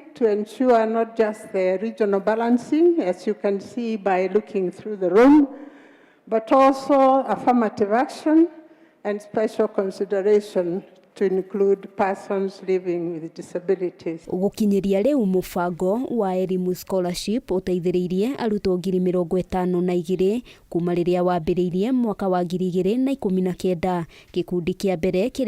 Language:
Kikuyu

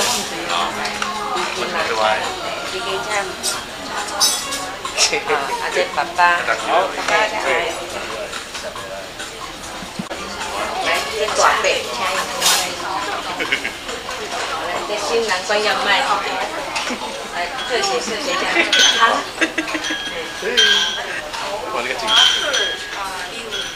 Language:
Chinese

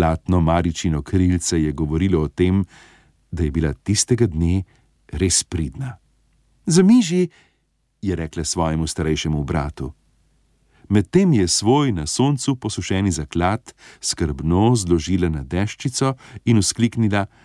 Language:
Slovenian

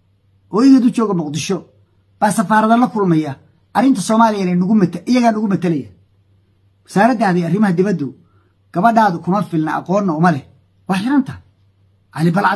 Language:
Somali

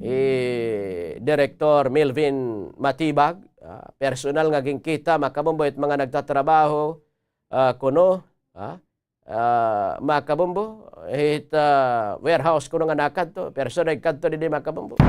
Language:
Waray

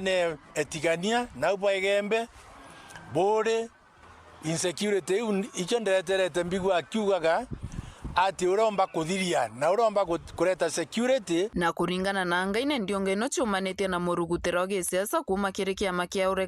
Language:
Meru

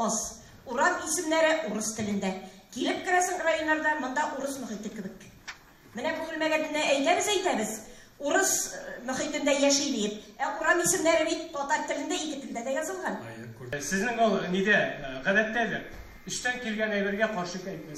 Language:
Tatar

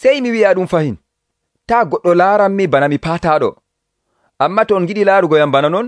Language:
Nigerian Fulfulde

